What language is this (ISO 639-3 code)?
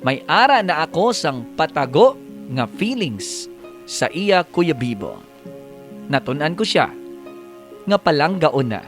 hil